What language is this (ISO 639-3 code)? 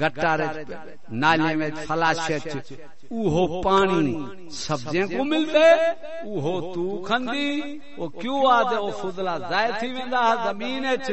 skr